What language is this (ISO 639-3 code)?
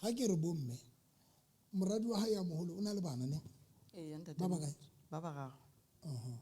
sot